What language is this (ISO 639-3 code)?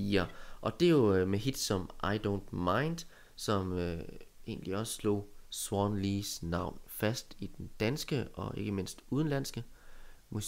dan